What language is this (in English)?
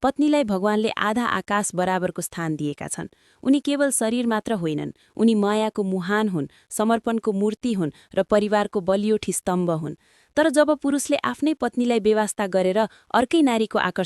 Nepali